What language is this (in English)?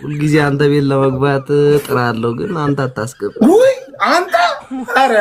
Amharic